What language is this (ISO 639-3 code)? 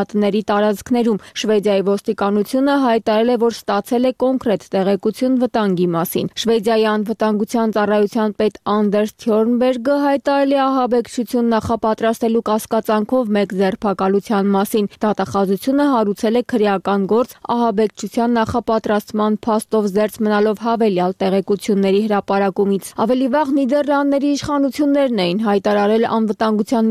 hye